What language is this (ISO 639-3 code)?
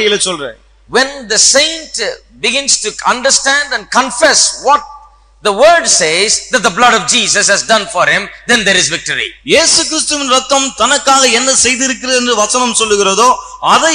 tam